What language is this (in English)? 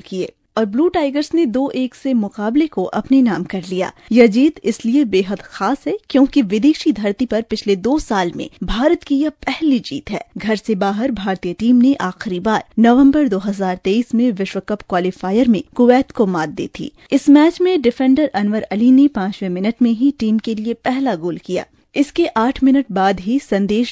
Hindi